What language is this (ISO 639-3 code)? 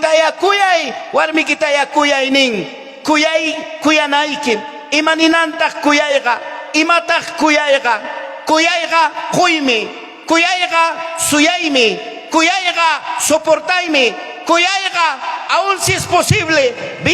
quy